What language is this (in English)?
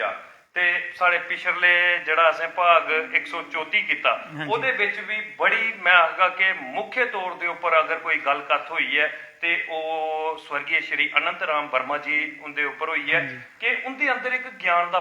Dogri